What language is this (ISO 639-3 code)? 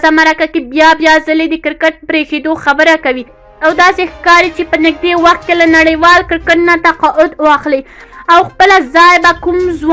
pus